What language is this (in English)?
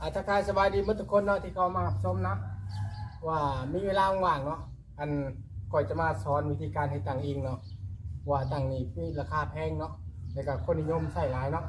Lao